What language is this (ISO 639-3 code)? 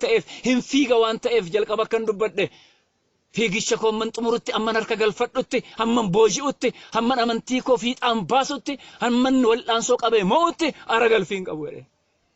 orm